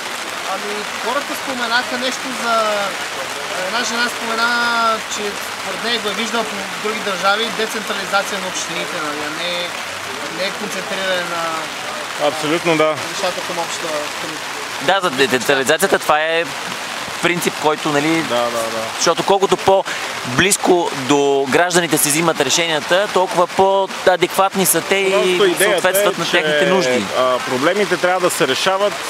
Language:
Bulgarian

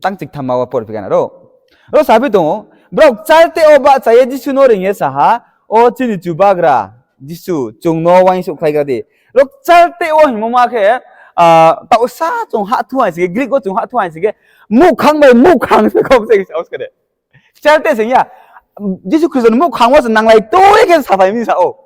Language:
Riang (India)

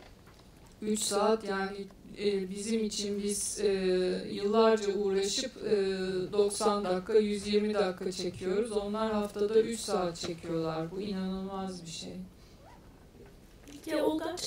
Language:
Turkish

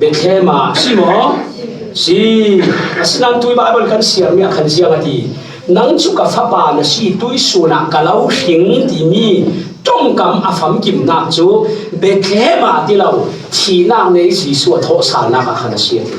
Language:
Falam Chin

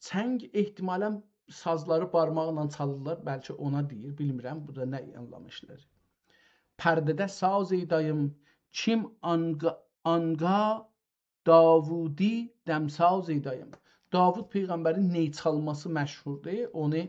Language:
South Azerbaijani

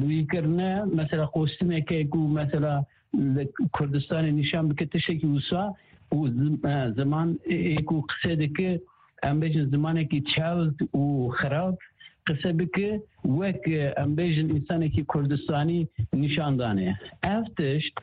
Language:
Kurdish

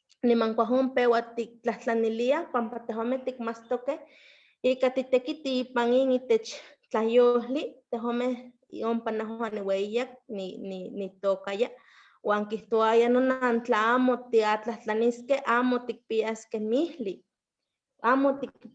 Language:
Eastern Huasteca Nahuatl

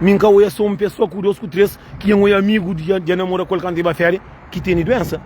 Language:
Kabuverdianu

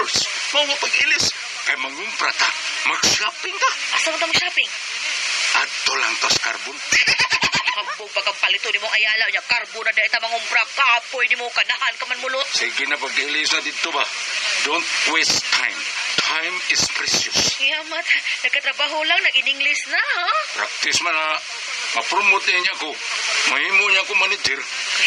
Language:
Cebuano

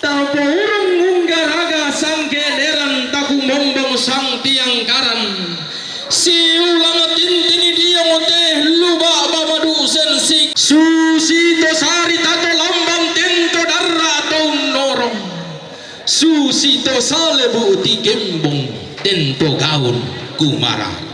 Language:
Toraja-Sa'dan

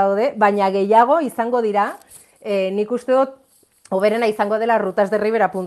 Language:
Basque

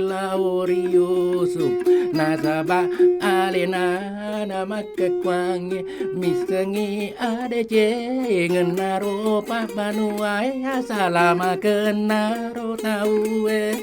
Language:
Buginese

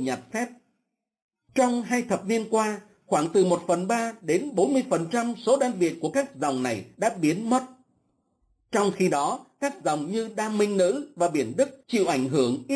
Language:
Vietnamese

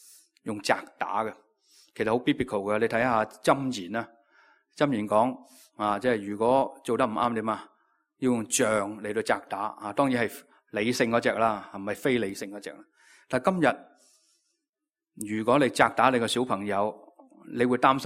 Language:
Cantonese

